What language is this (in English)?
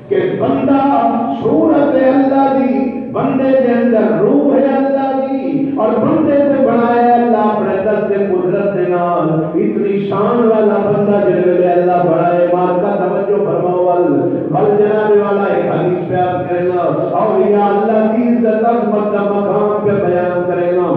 Saraiki